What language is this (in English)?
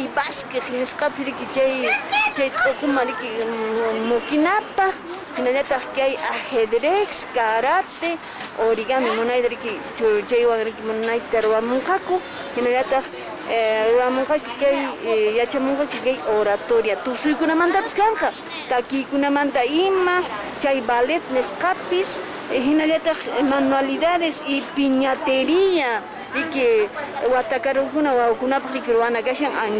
Quechua